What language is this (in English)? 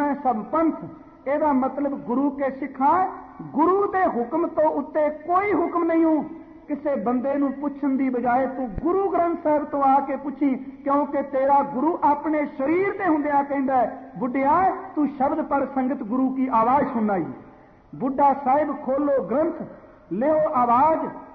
Punjabi